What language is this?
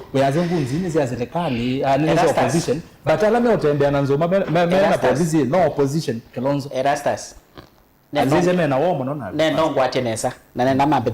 Kamba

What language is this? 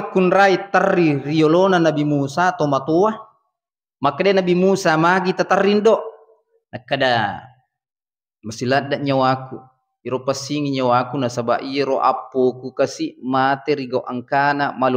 Buginese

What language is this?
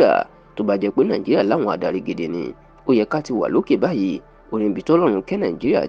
Yoruba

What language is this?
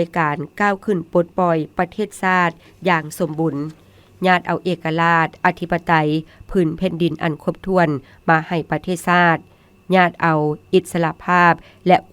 Lao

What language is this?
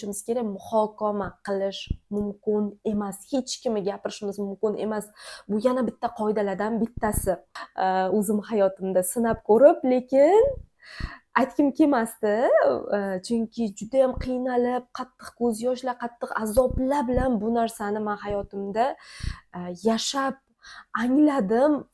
Uzbek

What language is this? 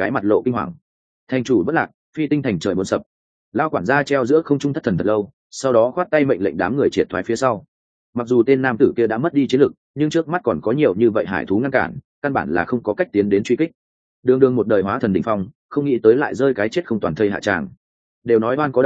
Vietnamese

